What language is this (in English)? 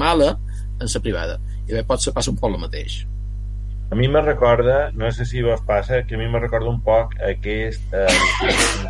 Catalan